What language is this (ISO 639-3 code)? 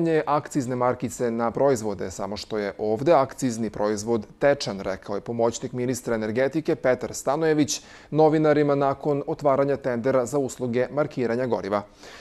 srp